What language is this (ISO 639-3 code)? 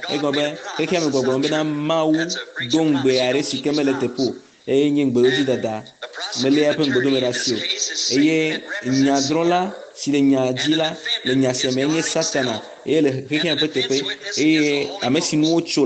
ewe